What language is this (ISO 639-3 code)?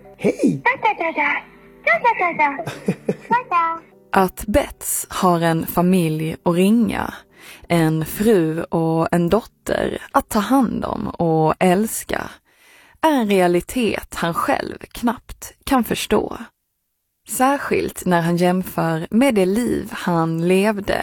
swe